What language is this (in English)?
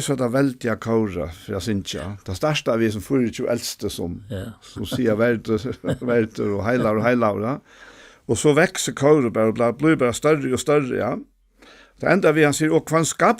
Faroese